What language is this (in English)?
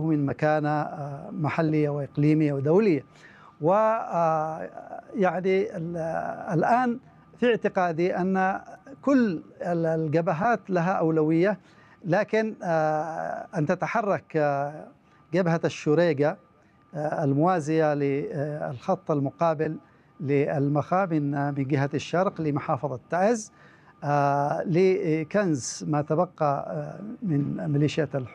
Arabic